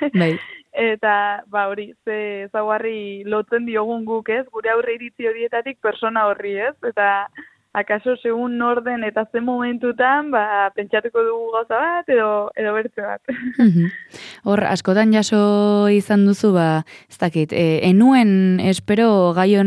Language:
Basque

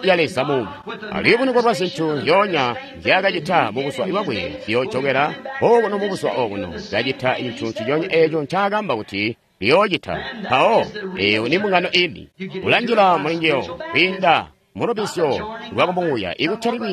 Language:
Tonga (Zambia)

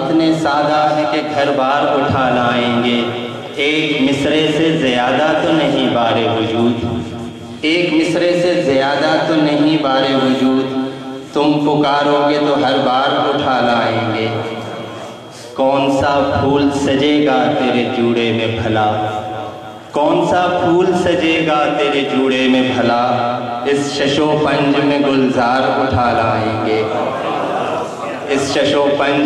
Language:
Urdu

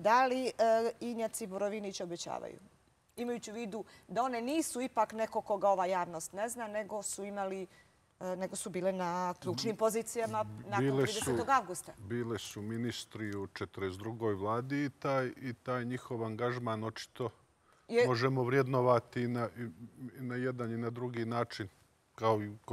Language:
Croatian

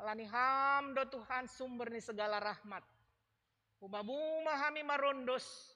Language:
Batak Simalungun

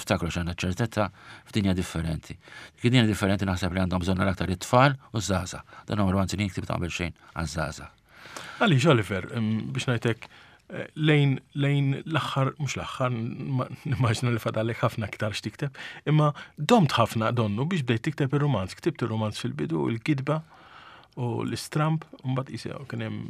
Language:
Maltese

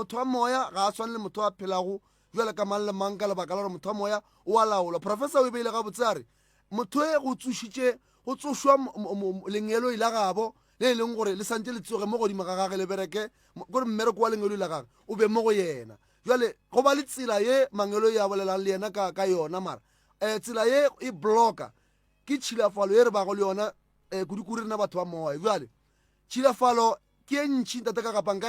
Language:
Northern Sotho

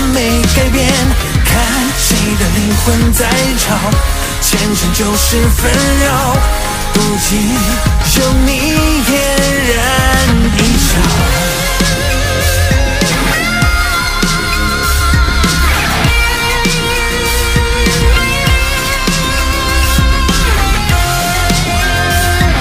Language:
Chinese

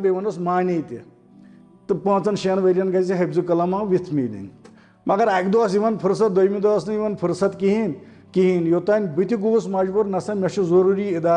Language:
Kashmiri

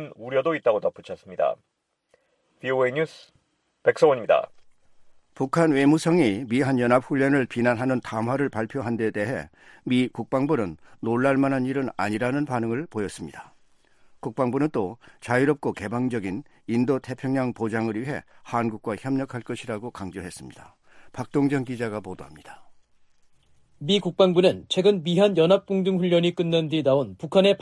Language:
Korean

